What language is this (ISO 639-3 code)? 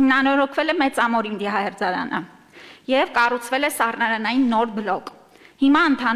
hye